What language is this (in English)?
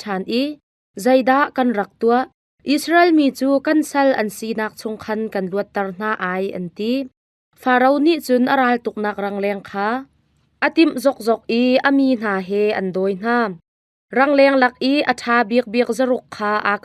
Hakha Chin